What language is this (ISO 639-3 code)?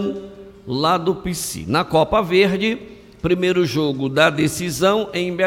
por